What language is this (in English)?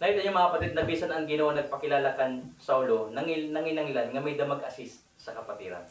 Waray